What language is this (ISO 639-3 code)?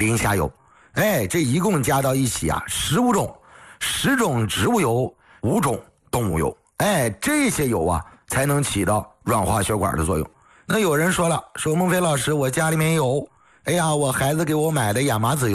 zho